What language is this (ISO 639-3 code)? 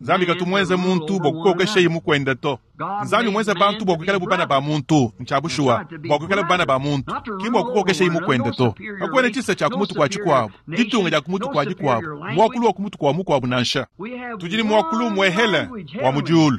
lua